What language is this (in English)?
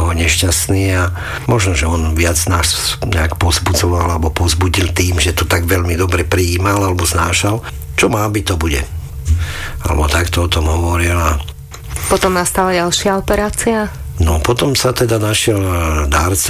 Slovak